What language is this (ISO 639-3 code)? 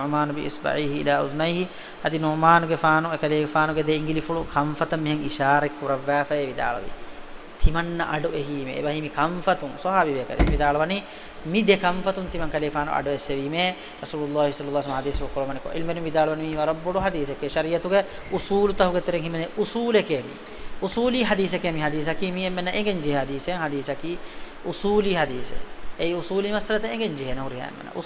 div